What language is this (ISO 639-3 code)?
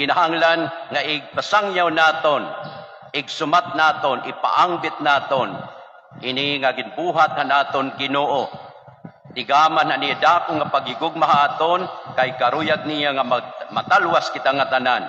war